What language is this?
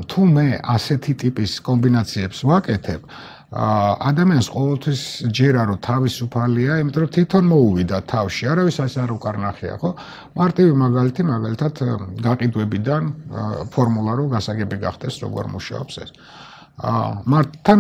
Georgian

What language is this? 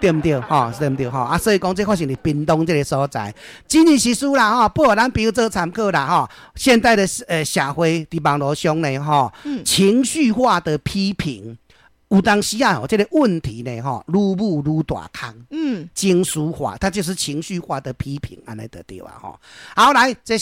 Min Nan Chinese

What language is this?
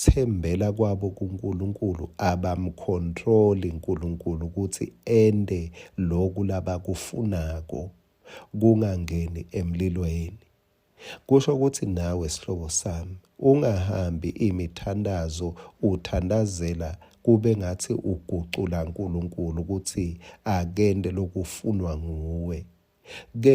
Swati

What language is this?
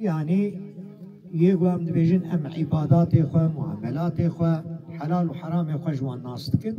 Kurdish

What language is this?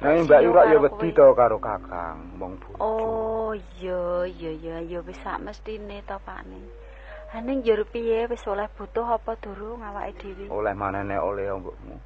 Javanese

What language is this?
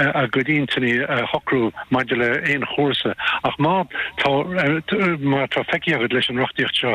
Irish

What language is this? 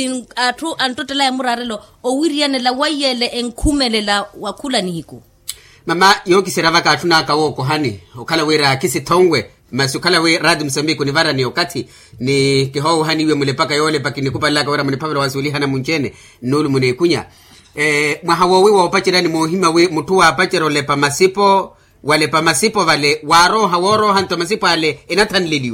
Makhuwa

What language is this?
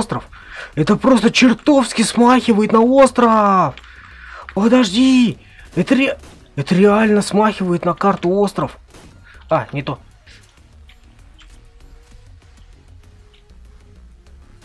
Russian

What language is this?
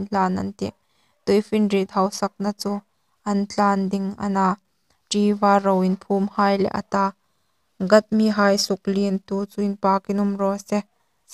Hmar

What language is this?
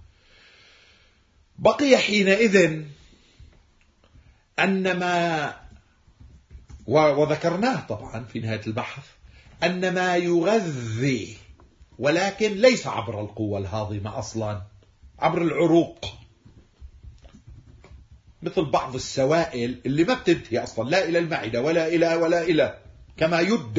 Arabic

